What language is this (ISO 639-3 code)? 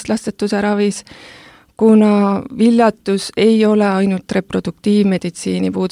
est